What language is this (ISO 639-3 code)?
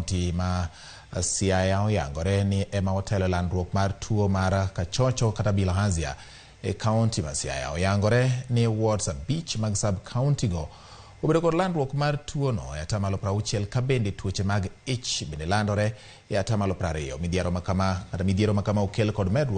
luo